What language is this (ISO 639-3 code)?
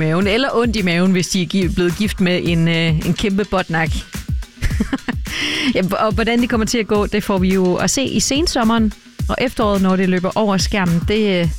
dan